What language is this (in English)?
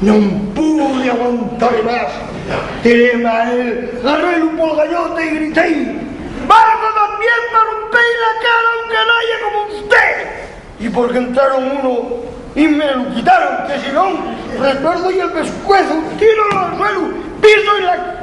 Asturian